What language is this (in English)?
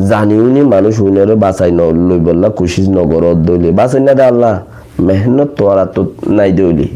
Rohingya